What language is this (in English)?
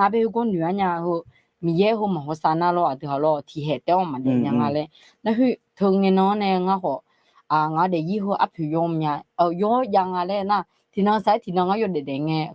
Akha